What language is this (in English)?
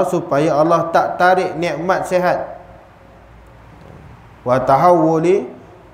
Malay